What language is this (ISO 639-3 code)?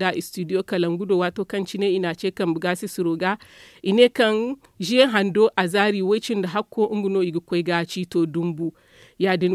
dje